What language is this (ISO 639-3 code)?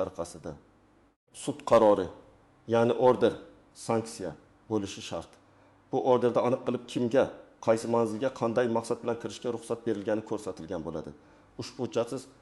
uzb